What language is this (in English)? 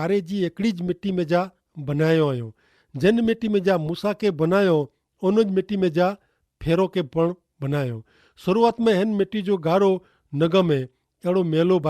Kachhi